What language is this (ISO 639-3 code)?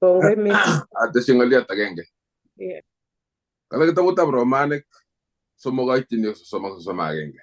kln